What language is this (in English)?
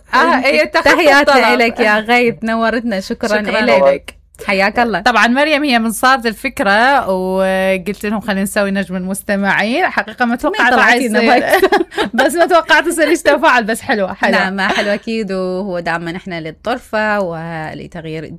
Mesopotamian Arabic